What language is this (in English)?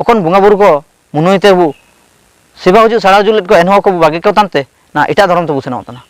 Ho